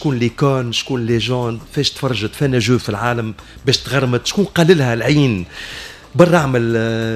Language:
Tunisian Arabic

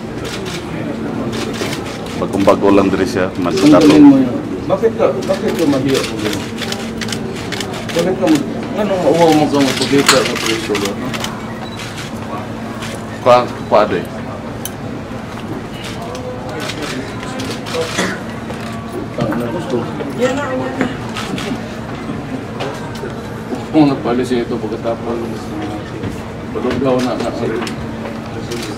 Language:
Filipino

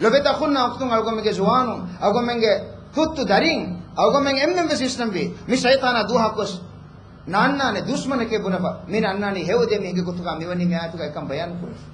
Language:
Divehi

